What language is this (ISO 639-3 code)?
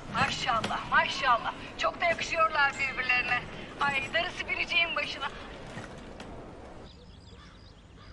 tur